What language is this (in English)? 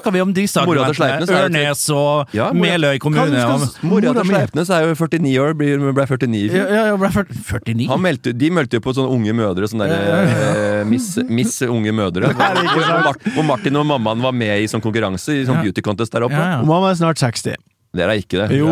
Norwegian